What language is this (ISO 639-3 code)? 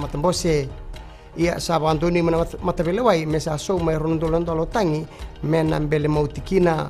fij